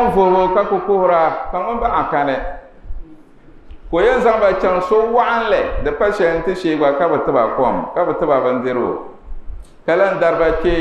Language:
Dagbani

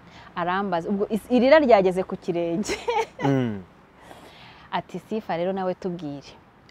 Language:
Kinyarwanda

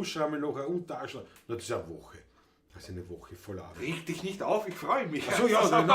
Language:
Bavarian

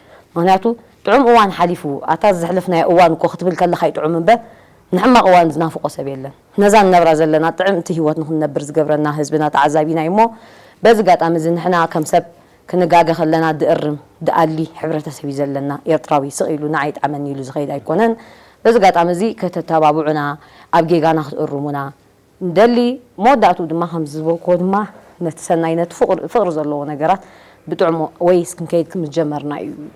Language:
Tigrinya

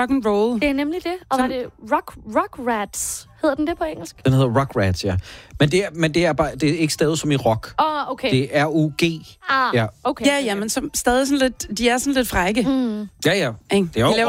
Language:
Danish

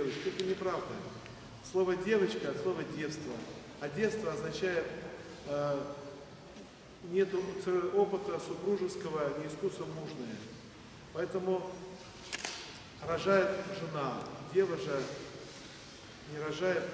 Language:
Russian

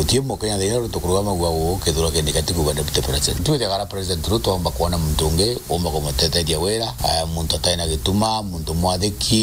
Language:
Meru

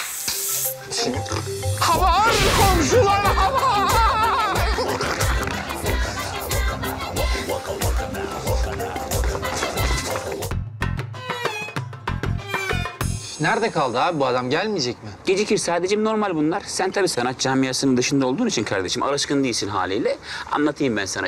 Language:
Turkish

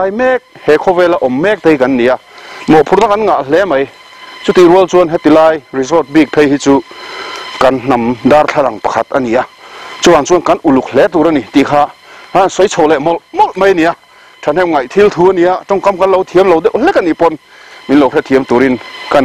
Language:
Mizo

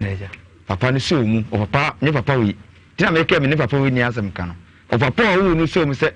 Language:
Akan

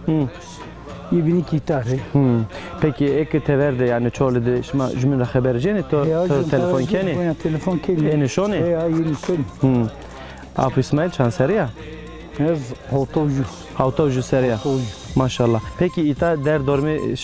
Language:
Zaza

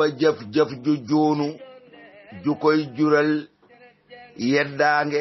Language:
Wolof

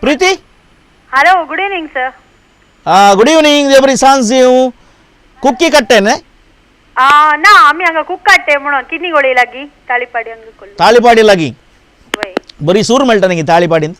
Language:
Konkani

